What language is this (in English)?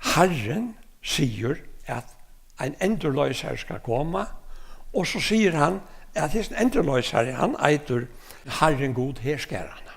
Faroese